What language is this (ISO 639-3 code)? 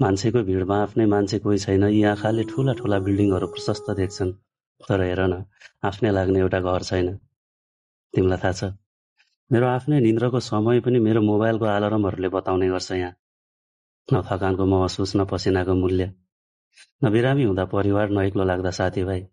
nep